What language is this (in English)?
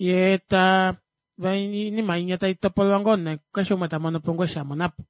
Kuanyama